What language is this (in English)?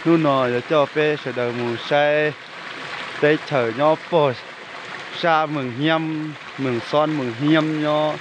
Hmong